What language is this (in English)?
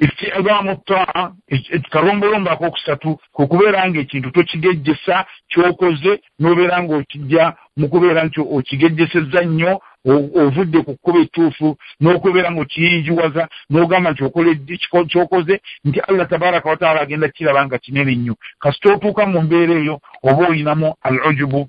Ganda